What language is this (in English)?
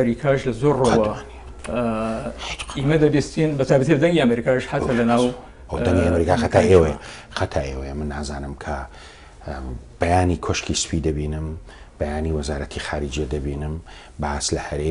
Central Kurdish